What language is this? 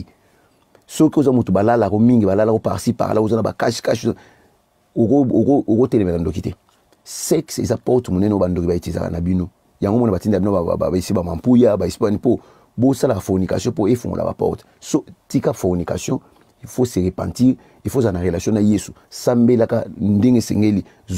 Lingala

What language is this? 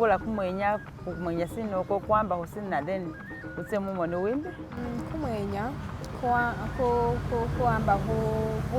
Masaaba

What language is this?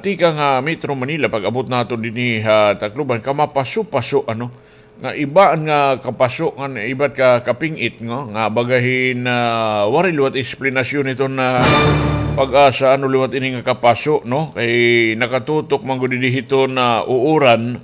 Waray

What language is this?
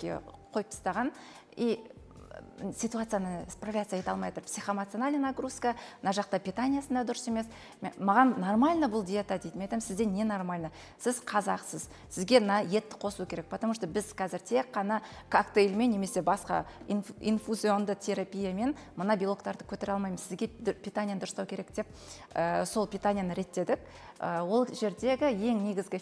Kazakh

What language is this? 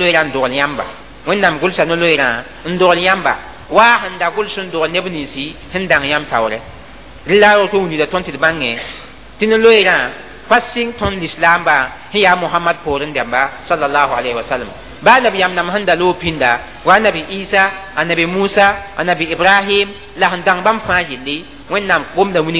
Mossi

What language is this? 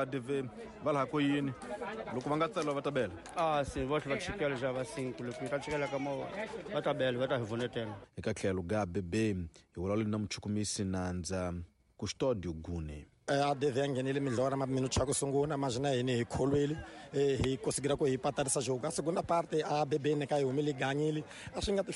Tsonga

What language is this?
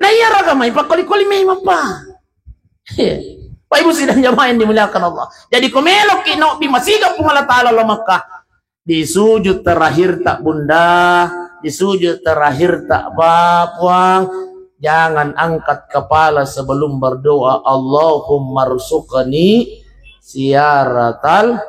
Buginese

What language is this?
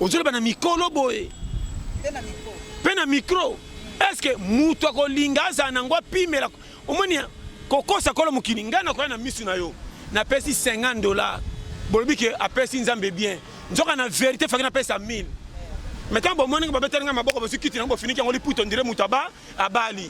Lingala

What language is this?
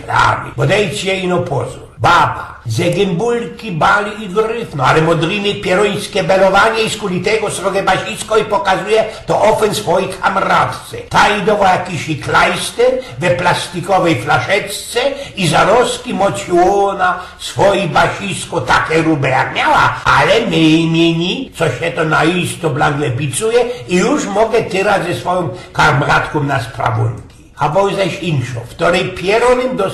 Silesian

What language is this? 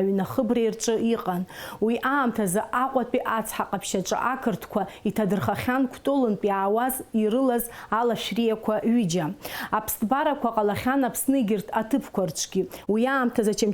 Abkhazian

